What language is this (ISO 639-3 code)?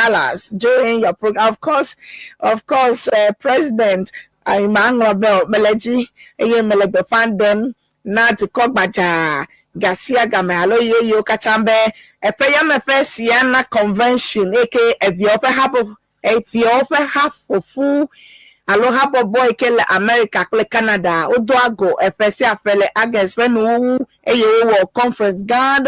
ewe